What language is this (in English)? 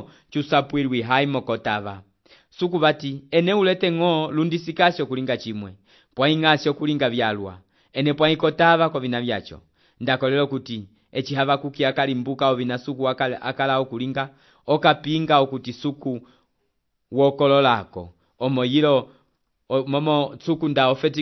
Umbundu